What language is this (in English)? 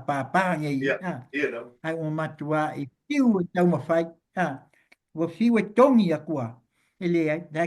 Samoan